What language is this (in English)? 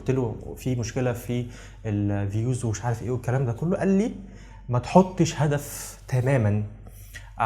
Egyptian Arabic